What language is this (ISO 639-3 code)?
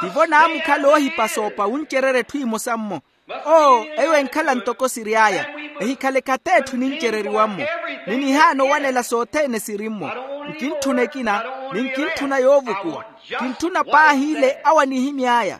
vmw